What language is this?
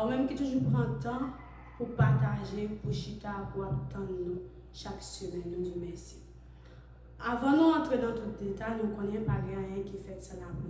Haitian Creole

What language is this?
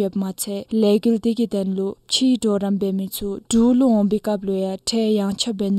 Dzongkha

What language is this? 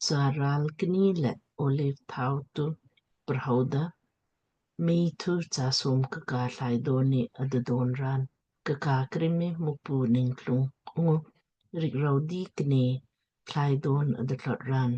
Lamkang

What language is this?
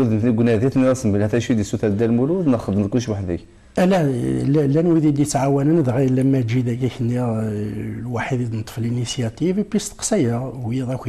Kabyle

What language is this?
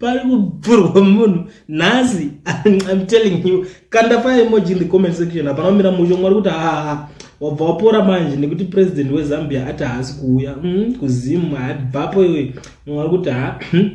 Shona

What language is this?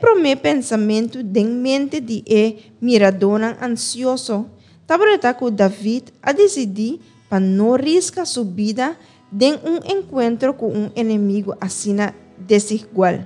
Papiamento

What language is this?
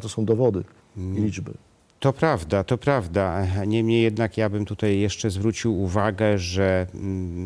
Polish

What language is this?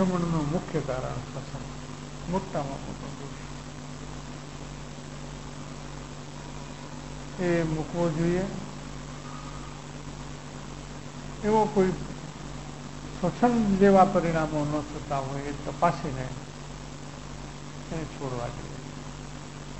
Gujarati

